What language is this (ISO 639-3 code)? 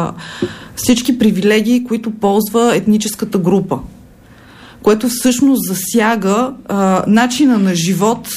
bul